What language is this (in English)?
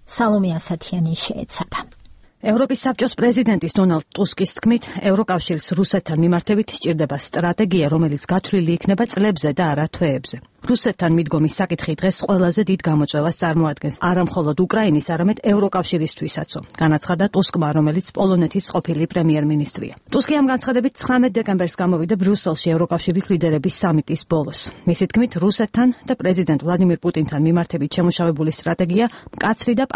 Georgian